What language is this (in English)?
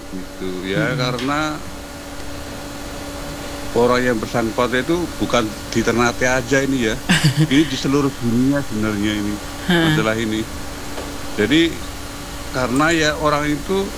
Indonesian